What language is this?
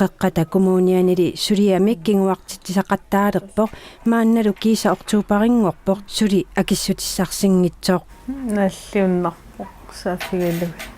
Kalaallisut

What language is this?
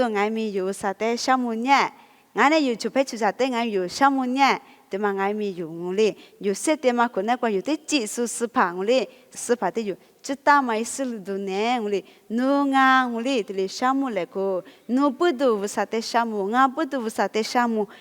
Lisu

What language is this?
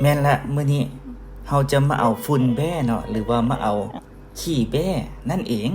Lao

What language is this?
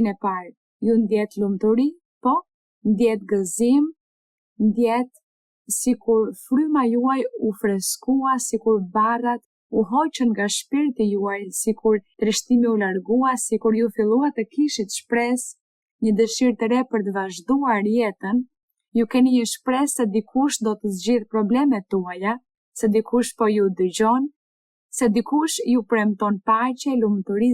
Albanian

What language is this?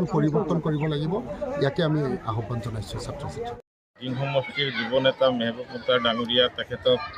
Assamese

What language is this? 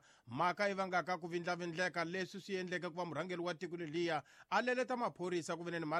Tsonga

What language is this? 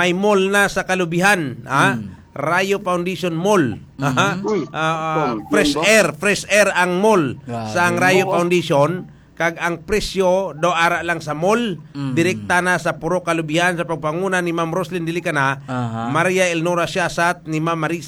Hiligaynon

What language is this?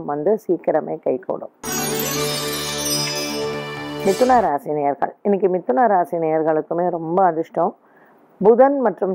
Tamil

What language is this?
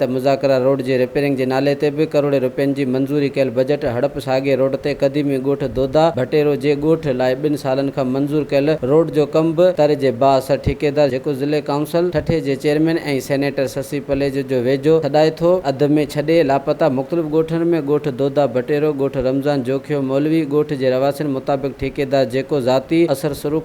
Sindhi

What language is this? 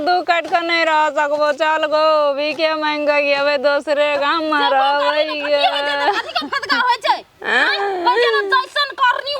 Maithili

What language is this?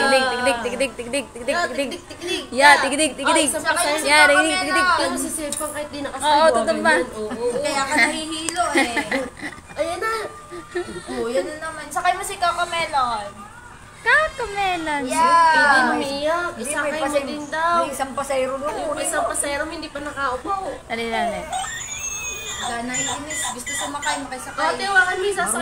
Filipino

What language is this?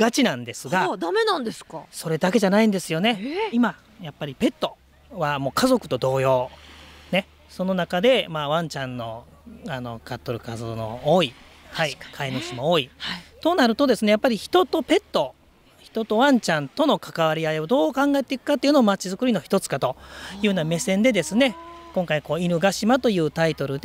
Japanese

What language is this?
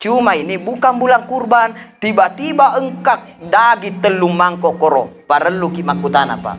Buginese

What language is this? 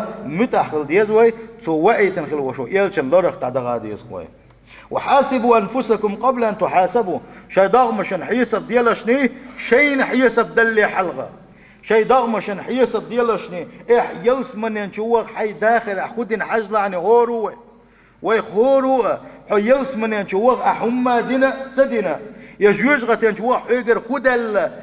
Chechen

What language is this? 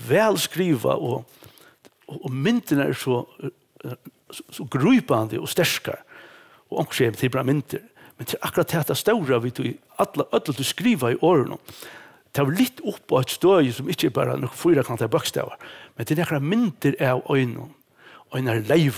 Faroese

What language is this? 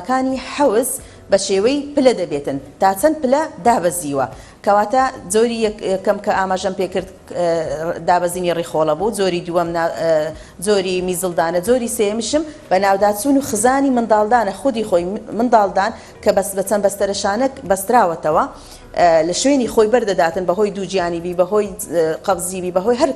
Central Kurdish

